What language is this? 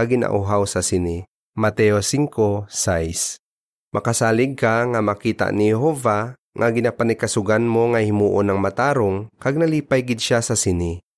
Hiligaynon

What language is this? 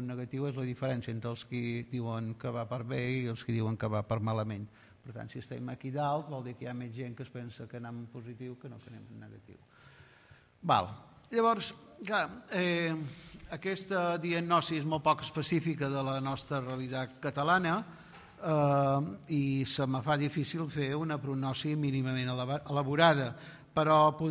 Catalan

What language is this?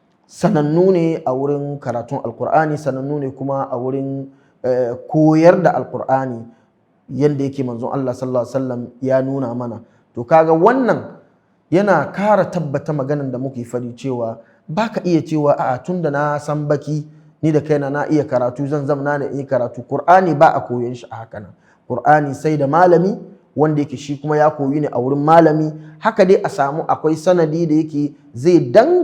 Hausa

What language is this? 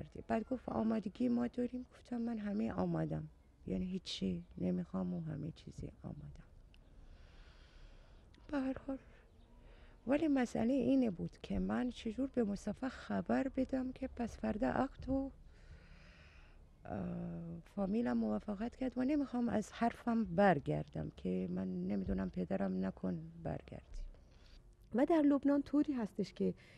Persian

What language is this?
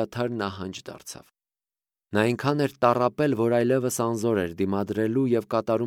Armenian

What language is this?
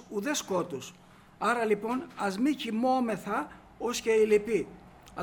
Greek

